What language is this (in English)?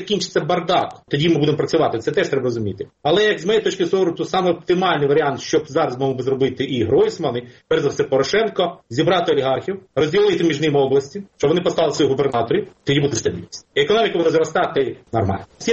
Ukrainian